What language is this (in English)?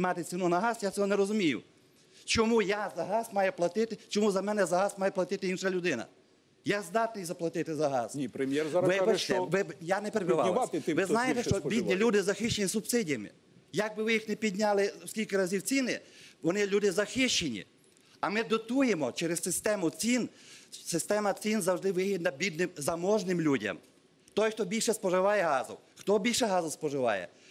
Ukrainian